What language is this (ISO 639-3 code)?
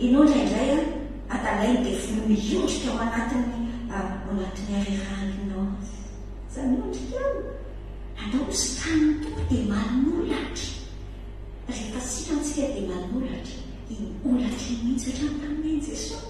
mlg